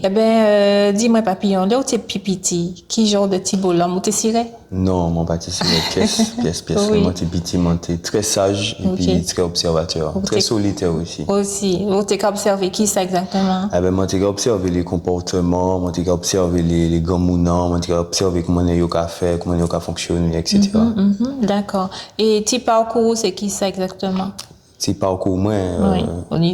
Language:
Guadeloupean Creole French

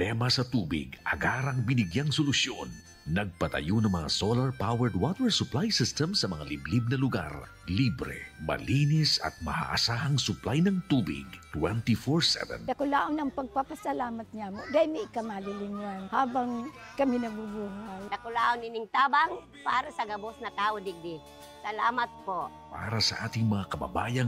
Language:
Bikol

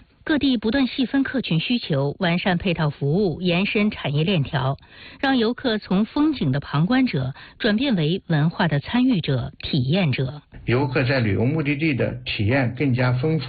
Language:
Chinese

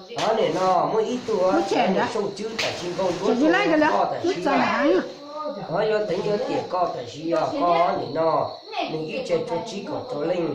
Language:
Hmong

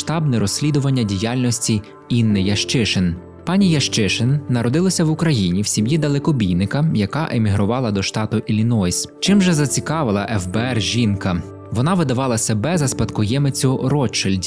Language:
Ukrainian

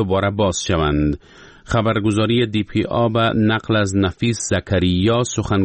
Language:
Persian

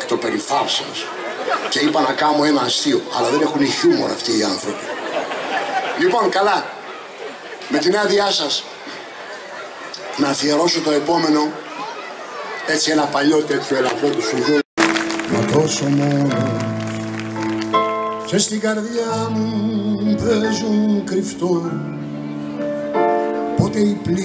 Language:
Greek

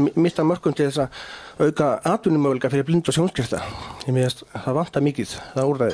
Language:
Icelandic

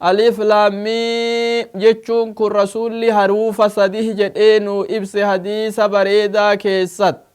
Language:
Oromo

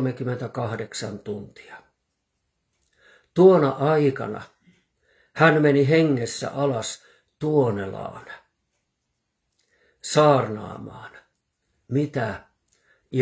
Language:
Finnish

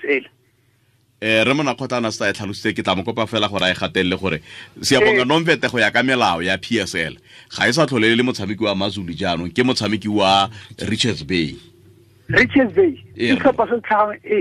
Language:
Tswana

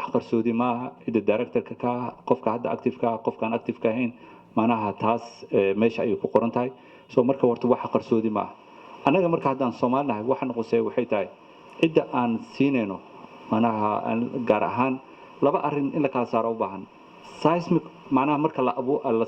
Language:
Somali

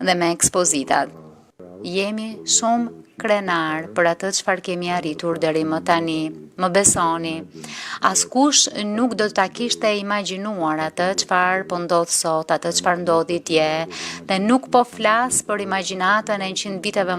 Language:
Albanian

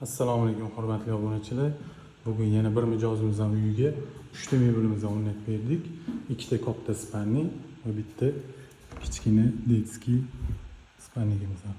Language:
Uzbek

